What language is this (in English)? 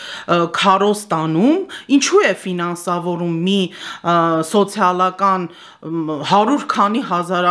Armenian